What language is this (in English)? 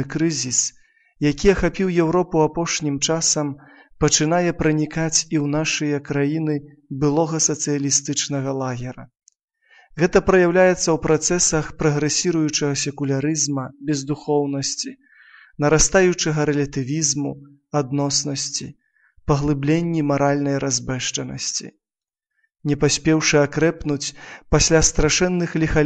Belarusian